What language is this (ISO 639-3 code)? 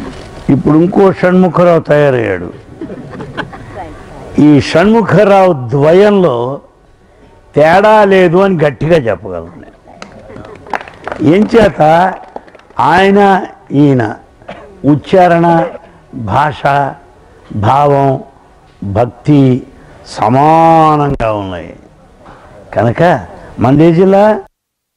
tel